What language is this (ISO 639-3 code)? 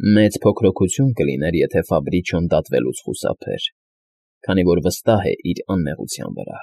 hye